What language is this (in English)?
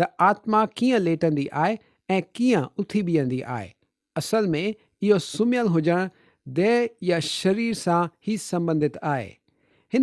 Sindhi